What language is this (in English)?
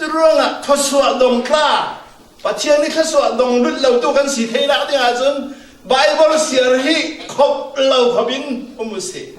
Falam Chin